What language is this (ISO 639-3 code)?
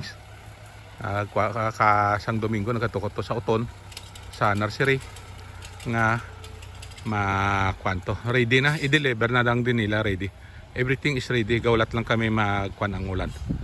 hil